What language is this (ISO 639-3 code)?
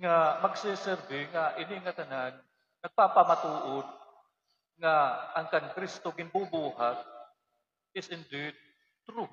war